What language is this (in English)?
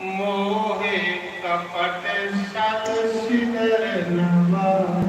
Dogri